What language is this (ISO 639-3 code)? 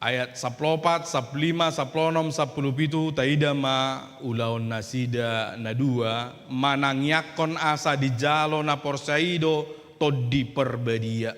bbc